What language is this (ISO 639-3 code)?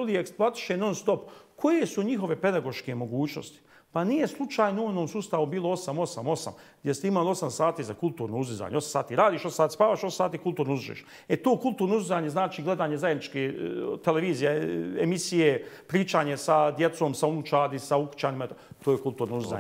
bos